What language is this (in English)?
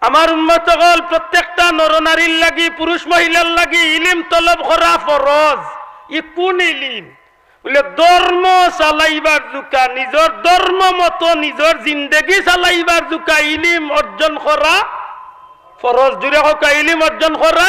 Sylheti